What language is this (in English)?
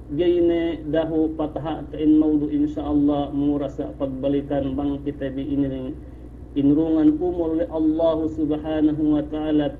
Yakan